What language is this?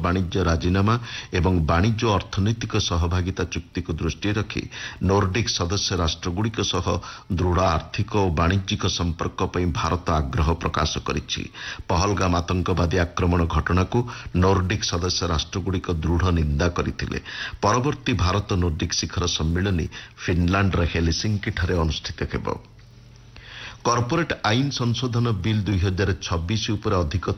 Odia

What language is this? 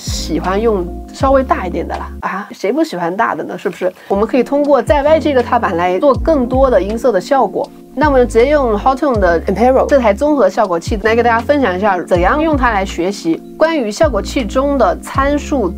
Chinese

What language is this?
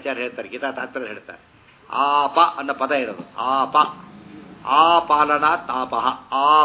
Kannada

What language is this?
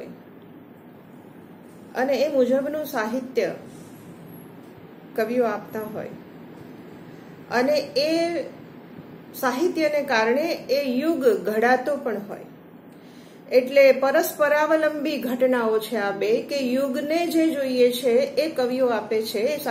Gujarati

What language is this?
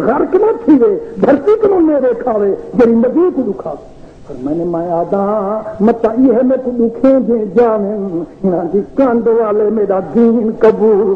Saraiki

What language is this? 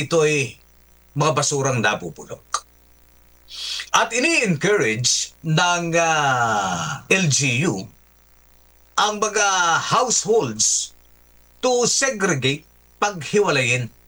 Filipino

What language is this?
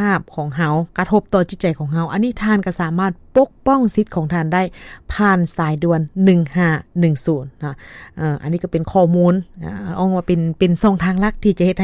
Lao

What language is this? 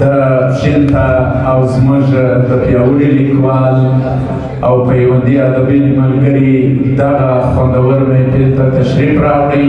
Pashto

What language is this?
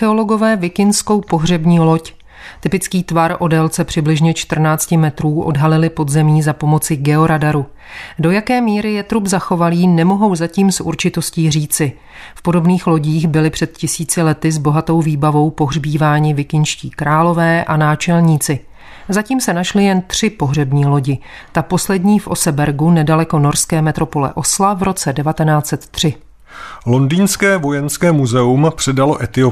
Czech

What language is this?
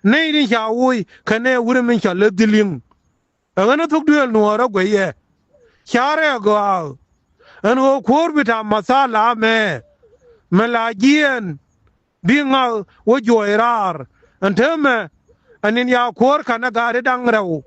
Nuer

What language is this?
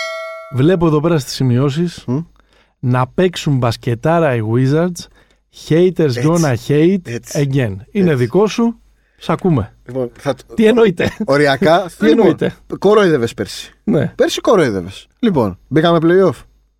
Greek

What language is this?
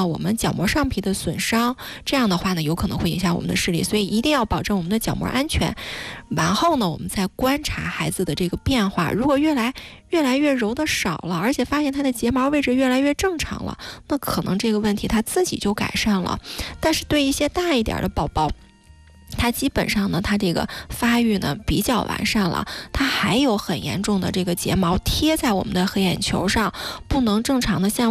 Chinese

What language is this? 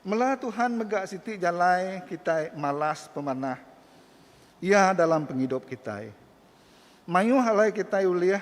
Iban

